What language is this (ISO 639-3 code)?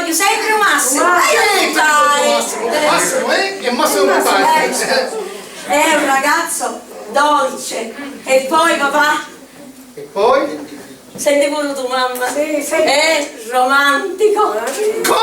scn